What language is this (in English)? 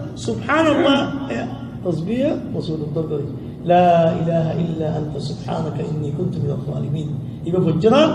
Rohingya